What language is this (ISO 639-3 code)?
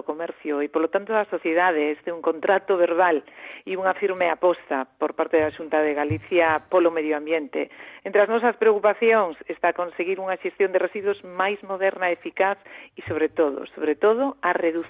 glg